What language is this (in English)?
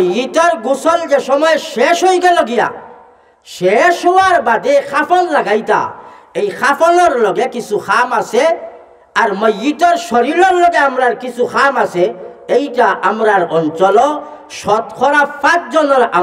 Sylheti